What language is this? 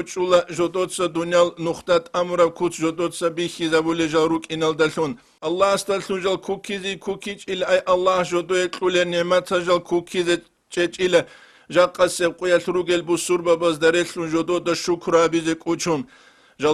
Avaric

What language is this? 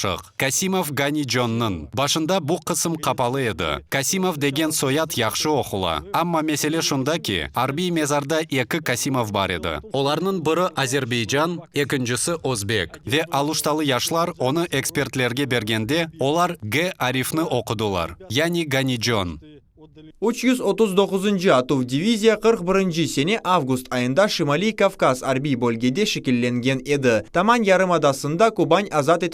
Crimean Tatar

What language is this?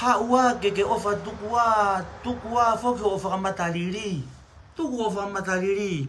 Tongan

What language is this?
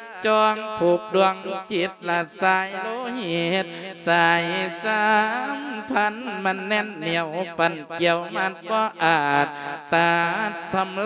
Lao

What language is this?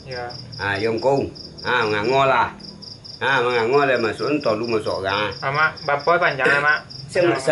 Minangkabau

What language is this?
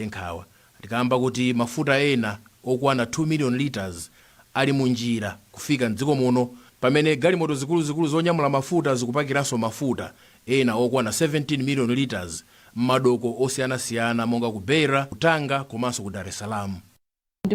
Nyanja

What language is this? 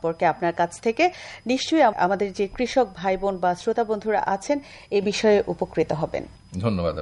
Bangla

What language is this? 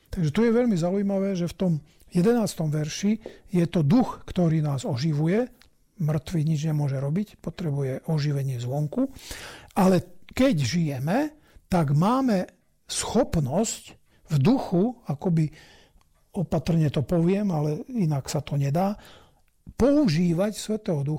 Slovak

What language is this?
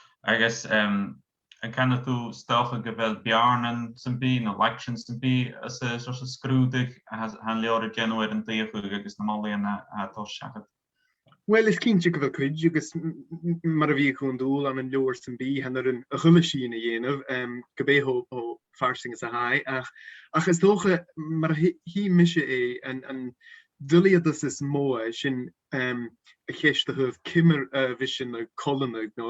Scottish Gaelic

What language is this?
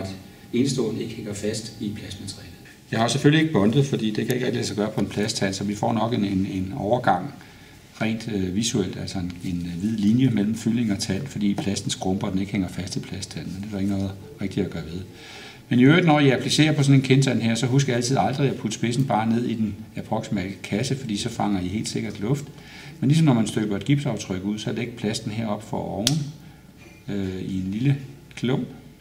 Danish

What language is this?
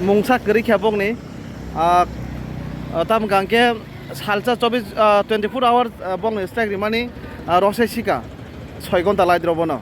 Kok Borok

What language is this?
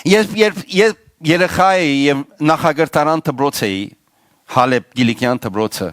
Western Armenian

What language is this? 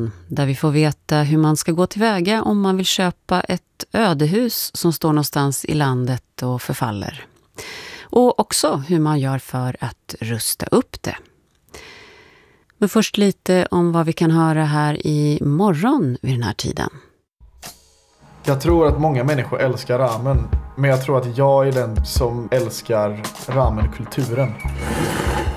Swedish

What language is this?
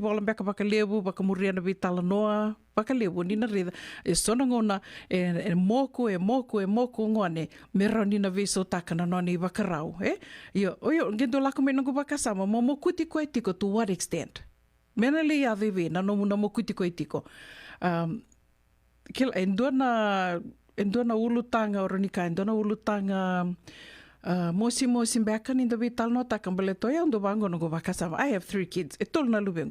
Fijian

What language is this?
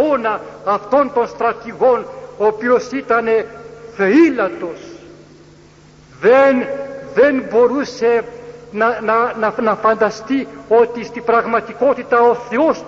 Greek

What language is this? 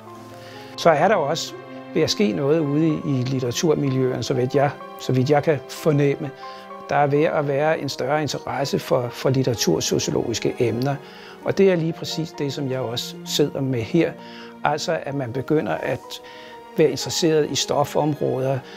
Danish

